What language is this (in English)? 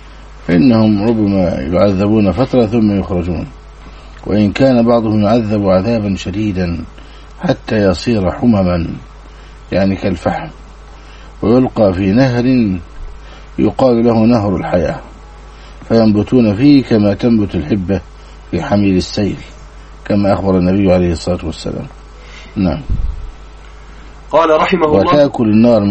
Arabic